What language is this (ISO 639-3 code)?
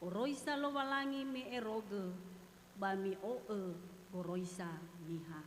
nia